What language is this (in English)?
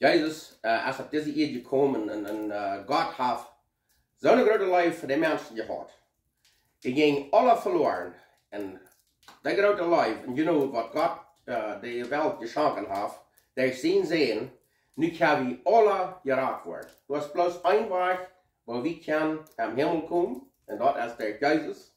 Plautdietsch